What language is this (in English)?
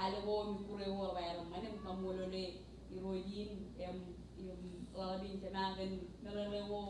Marshallese